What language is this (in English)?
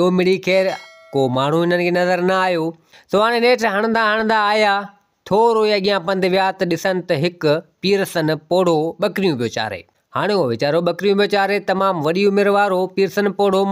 Sindhi